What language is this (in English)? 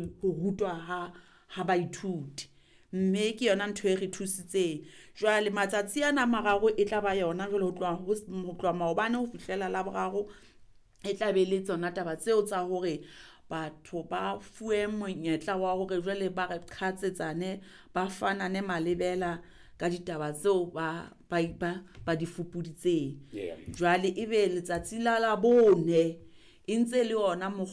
Southern Sotho